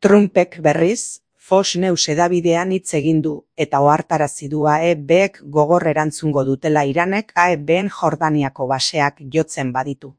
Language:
Basque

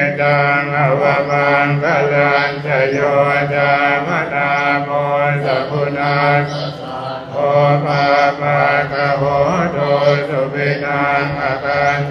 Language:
Pali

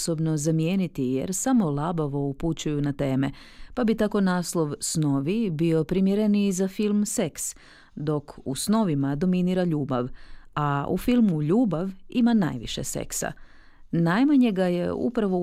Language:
Croatian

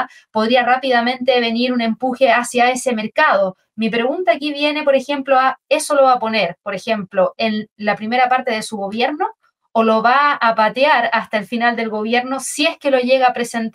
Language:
Spanish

